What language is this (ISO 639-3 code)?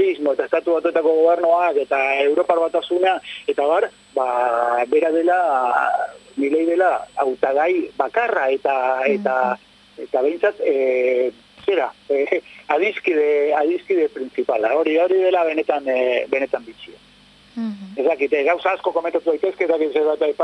eus